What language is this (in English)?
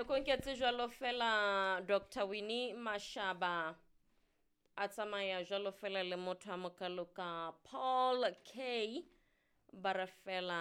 Southern Sotho